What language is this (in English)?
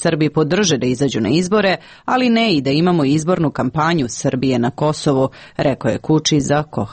Serbian